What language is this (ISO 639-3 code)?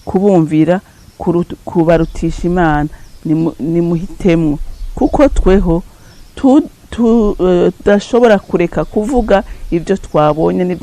run